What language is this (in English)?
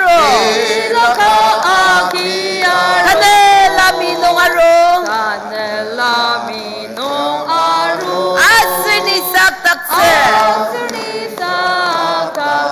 Ao Naga